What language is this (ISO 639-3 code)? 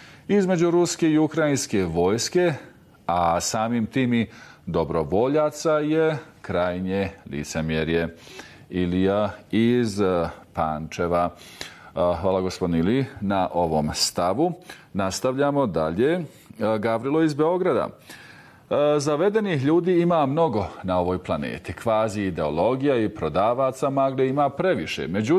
bos